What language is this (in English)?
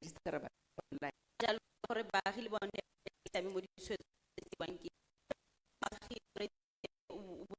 Tswana